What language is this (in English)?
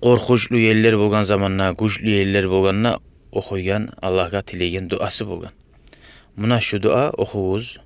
Kumyk